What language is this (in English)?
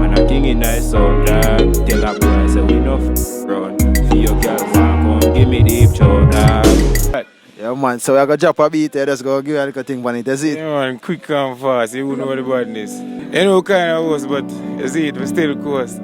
Jamaican Creole English